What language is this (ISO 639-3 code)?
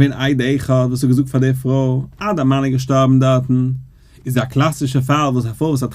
yid